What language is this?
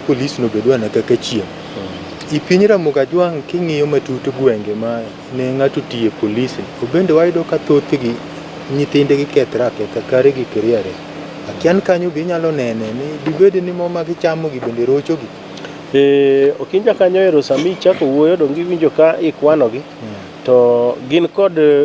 Luo (Kenya and Tanzania)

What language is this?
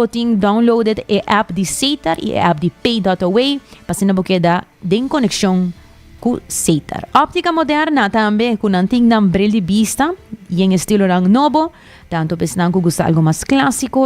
Papiamento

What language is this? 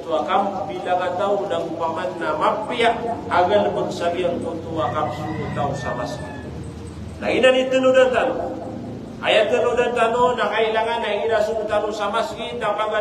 Maranao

